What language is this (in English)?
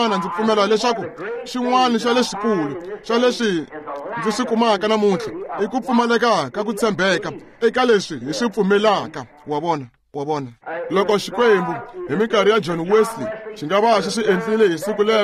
Tsonga